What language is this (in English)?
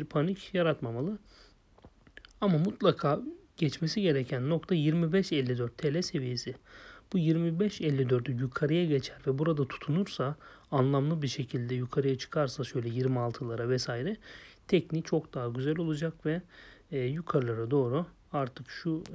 Turkish